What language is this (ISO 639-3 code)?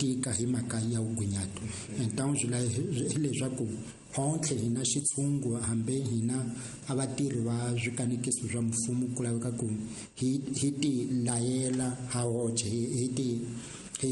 tso